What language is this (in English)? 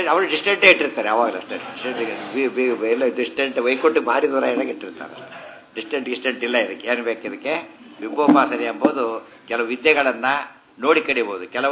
Kannada